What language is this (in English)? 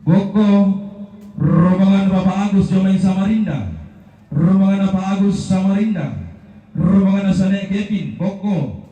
Toraja-Sa'dan